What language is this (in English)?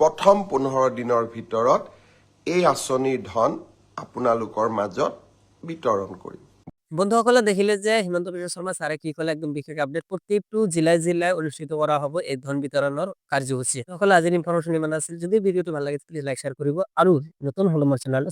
Assamese